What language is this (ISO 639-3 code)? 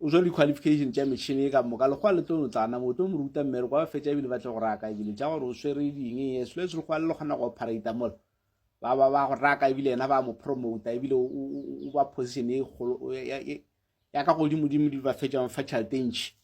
nso